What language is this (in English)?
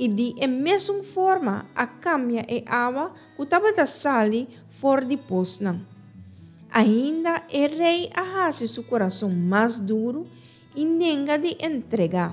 Papiamento